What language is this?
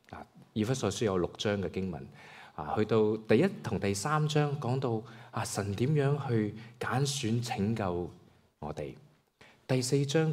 Cantonese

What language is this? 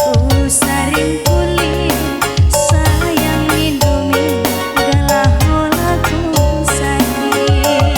Batak Karo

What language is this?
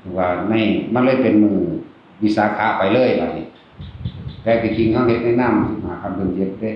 Northeastern Thai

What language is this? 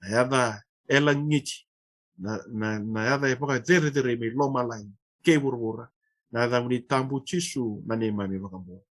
Fijian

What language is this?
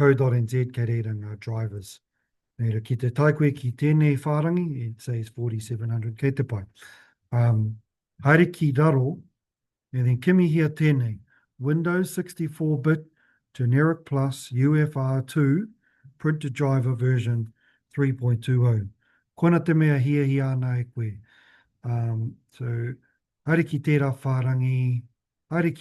Māori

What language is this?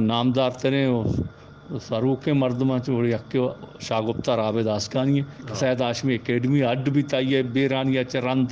Eastern Balochi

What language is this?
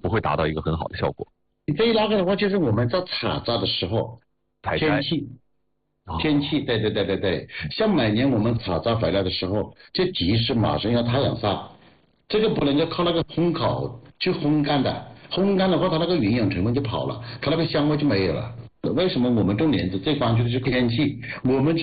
Chinese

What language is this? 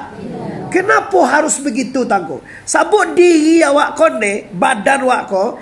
Minangkabau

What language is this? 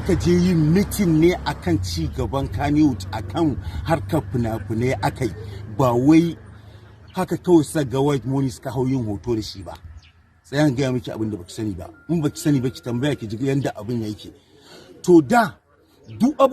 Hausa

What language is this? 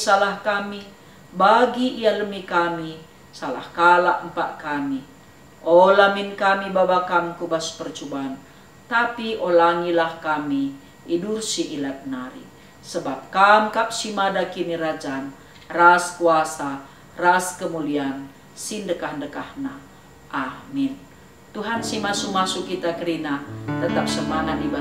Batak Karo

